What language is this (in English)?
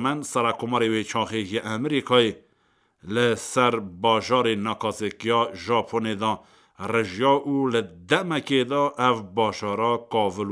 Kurdish